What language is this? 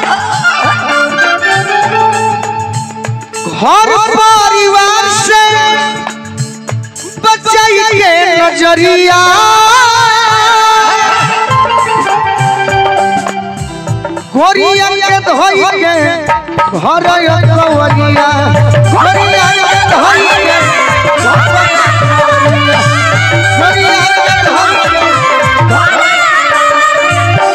Bhojpuri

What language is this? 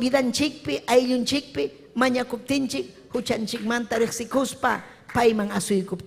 Ayacucho Quechua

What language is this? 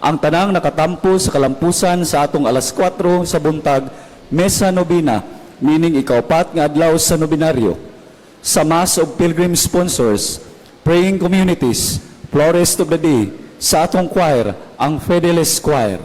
Cebuano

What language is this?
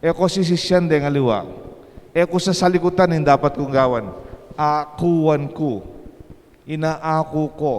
Pampanga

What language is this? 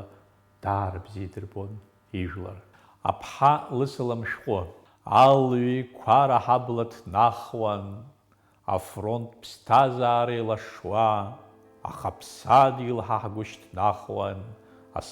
Abkhazian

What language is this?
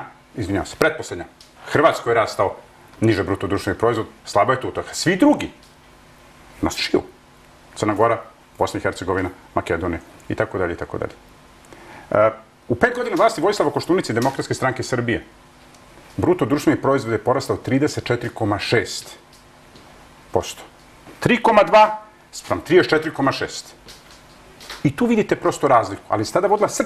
Serbian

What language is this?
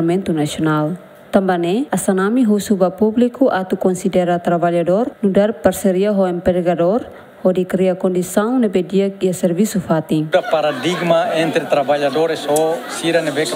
Tetum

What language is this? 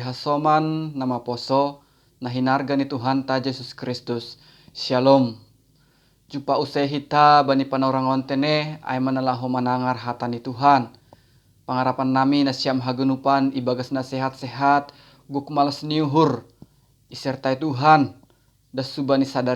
Batak Simalungun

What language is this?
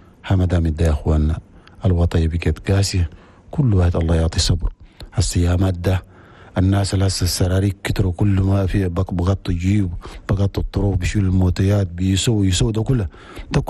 Chadian Arabic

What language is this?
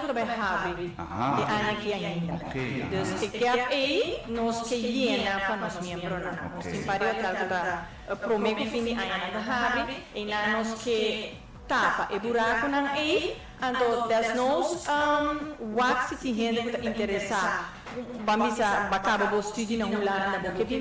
Papiamento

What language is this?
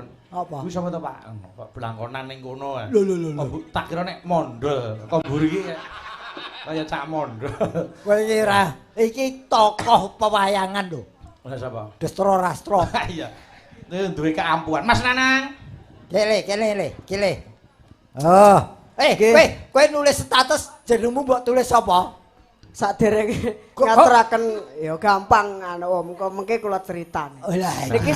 Javanese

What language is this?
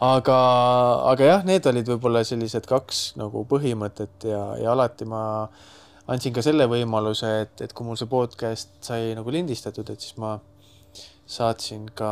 Estonian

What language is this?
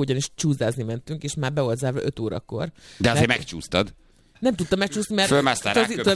Hungarian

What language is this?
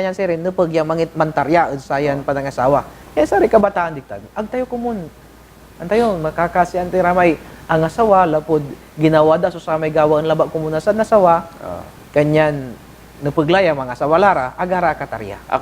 Pangasinan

